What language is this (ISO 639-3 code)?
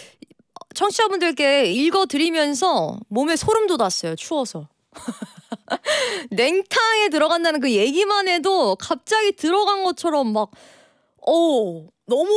kor